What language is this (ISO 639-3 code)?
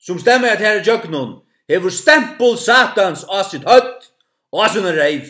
fao